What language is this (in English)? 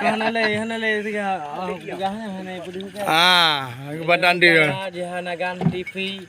Achinese